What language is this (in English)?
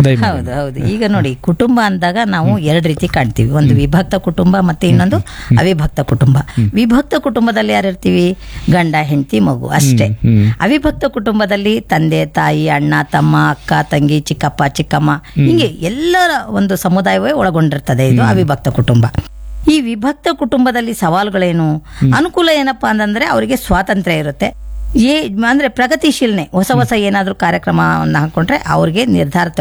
Kannada